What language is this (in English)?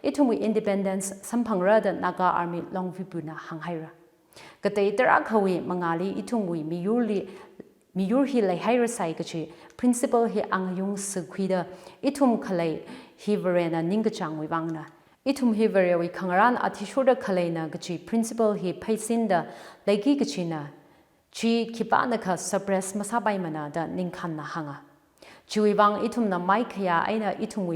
Tangkhul Naga (India)